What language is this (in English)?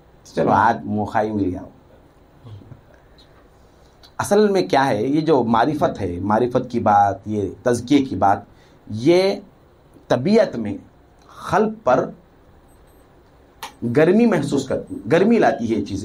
Urdu